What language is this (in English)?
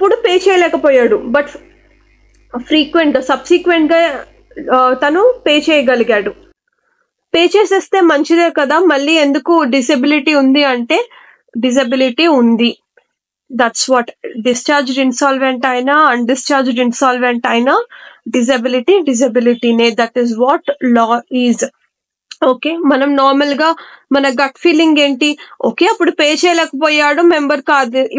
Telugu